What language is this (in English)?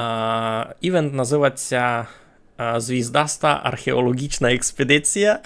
Rusyn